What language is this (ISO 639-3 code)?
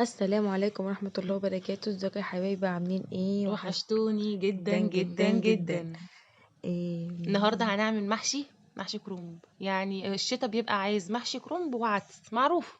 arz